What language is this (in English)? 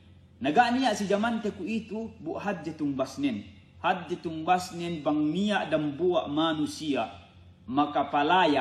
Yakan